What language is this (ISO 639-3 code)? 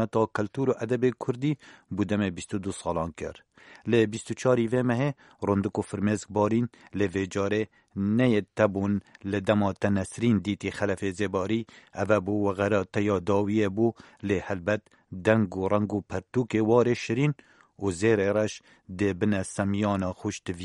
kur